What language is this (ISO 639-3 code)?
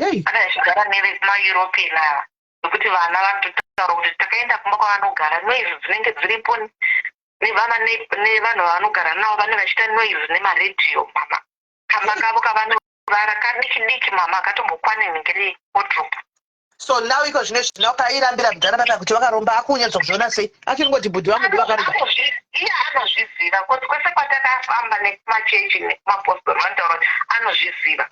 sna